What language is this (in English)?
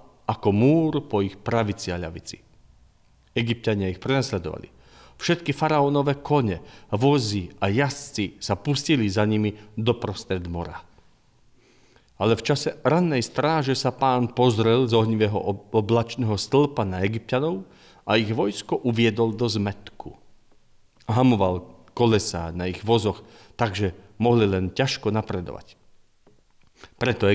Slovak